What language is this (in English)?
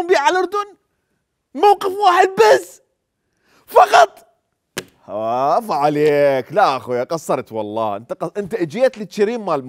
Mesopotamian Arabic